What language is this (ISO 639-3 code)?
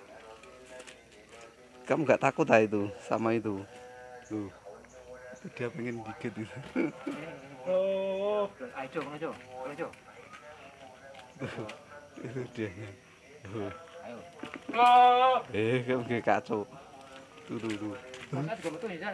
ind